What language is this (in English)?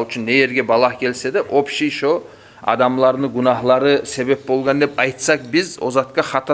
Kumyk